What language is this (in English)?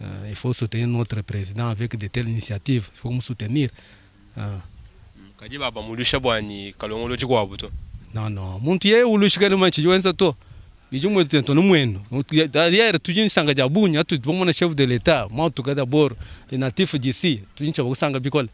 Luba-Lulua